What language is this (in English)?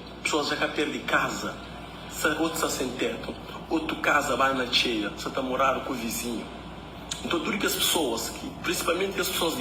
Kabuverdianu